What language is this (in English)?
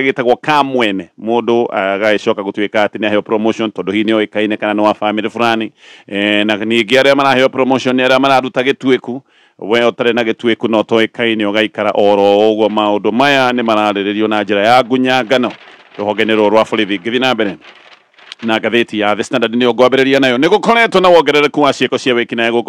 Kikuyu